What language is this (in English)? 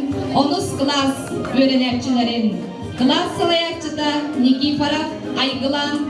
Yakut